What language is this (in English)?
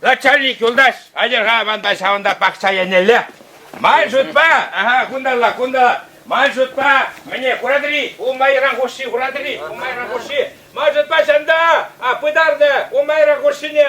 Chuvash